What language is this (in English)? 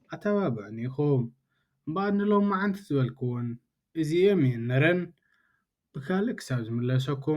Tigrinya